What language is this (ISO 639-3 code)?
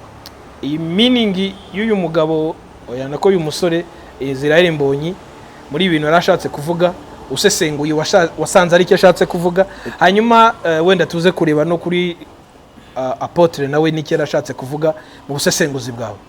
kin